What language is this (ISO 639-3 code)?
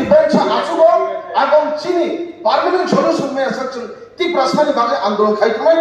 trp